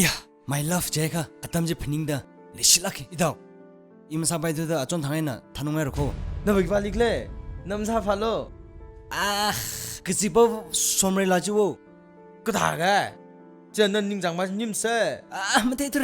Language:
Tangkhul Naga (India)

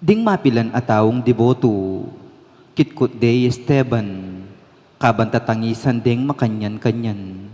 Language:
Pampanga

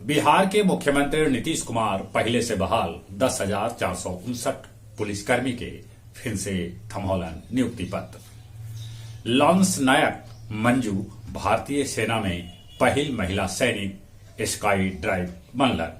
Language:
Magahi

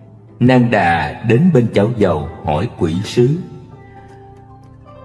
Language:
Vietnamese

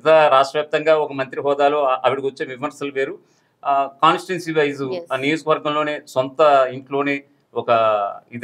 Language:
Telugu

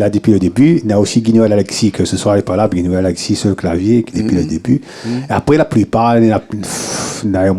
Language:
Réunion Creole French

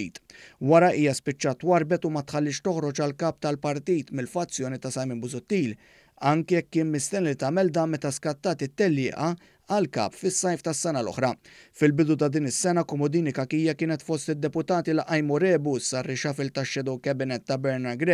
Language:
Maltese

